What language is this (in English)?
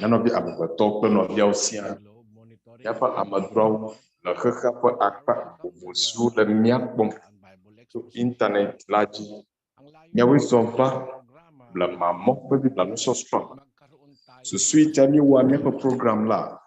Ewe